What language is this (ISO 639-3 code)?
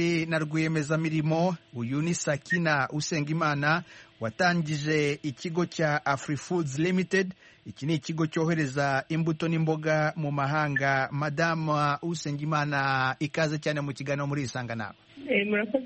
kin